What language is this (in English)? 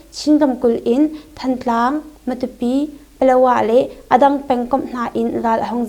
Hakha Chin